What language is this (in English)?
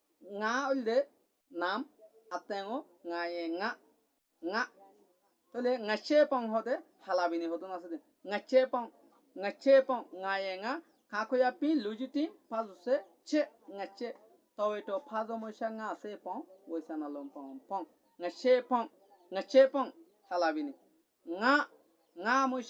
Rohingya